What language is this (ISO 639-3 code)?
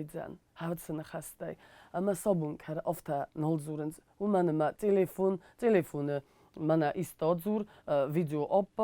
oss